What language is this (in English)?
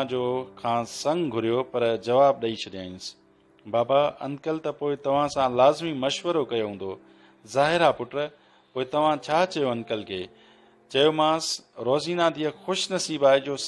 Sindhi